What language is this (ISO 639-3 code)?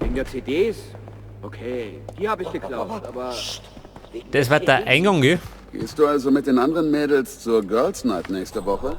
bar